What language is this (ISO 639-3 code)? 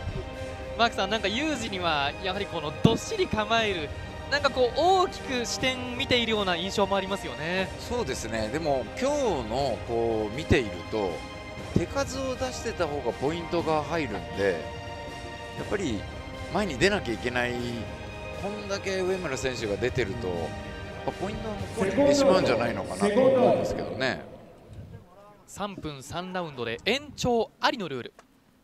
jpn